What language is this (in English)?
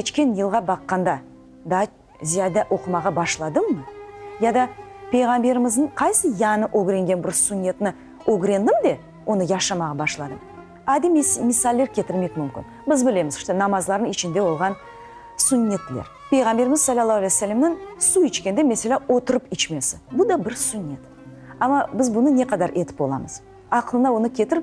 Crimean Tatar